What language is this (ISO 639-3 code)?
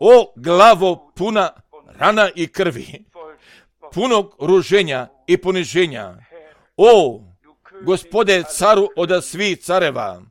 hrv